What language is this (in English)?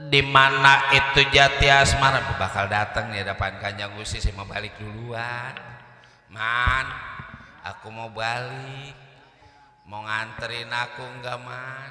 Betawi